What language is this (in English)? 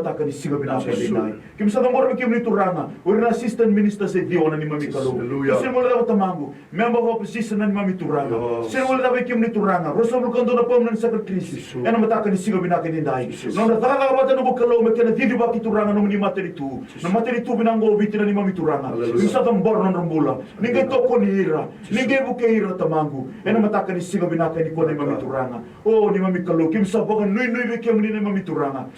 Fijian